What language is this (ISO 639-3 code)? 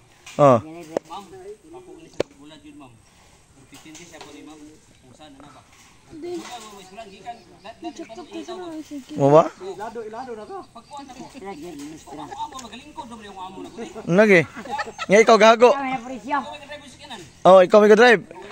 ceb